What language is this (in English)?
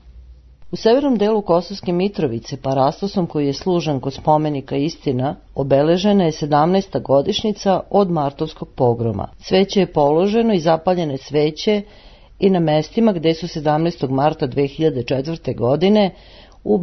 Serbian